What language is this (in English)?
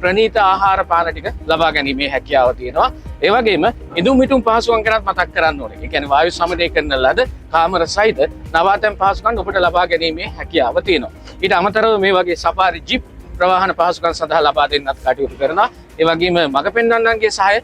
Sinhala